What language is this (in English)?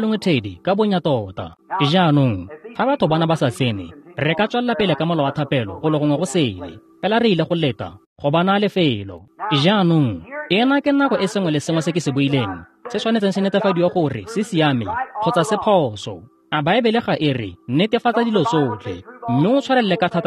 Tswana